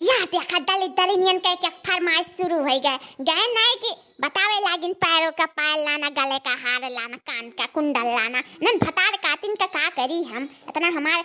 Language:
Awadhi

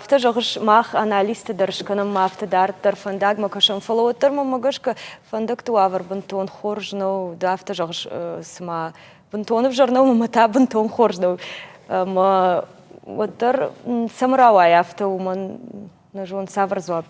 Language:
Ossetic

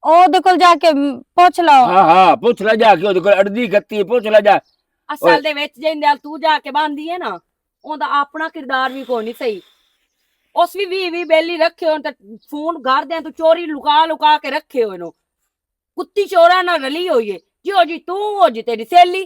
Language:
Western Panjabi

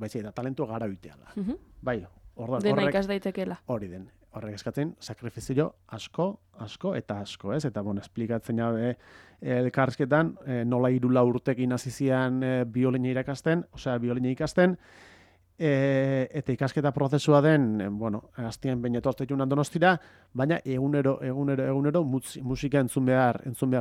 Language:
Basque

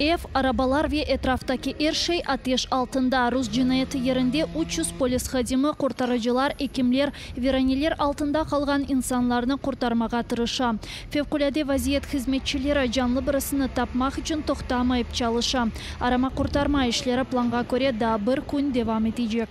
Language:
Crimean Tatar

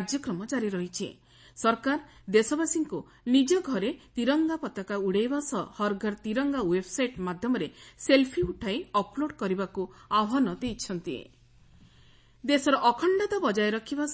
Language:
Odia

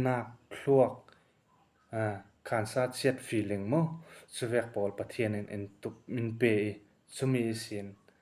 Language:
Falam Chin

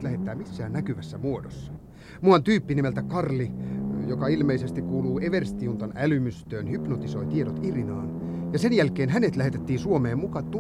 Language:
Finnish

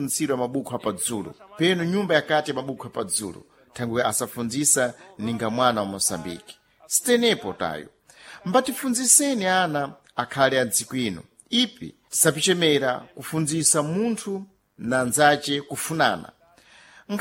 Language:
Sena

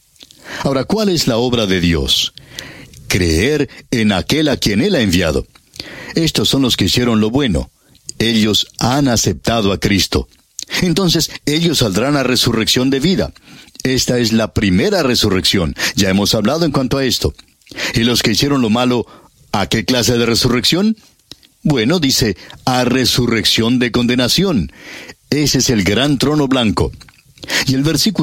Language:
Spanish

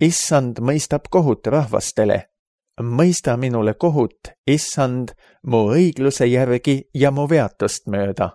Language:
Estonian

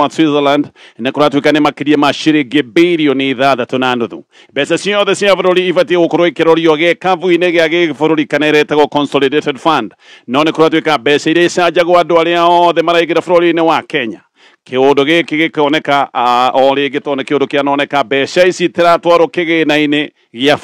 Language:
Kikuyu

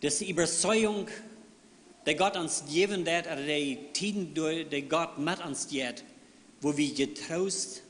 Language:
Plautdietsch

